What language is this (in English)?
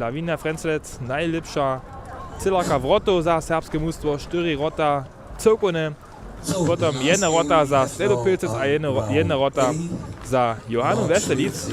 Upper Sorbian